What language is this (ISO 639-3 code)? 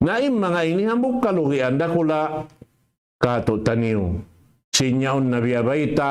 tsg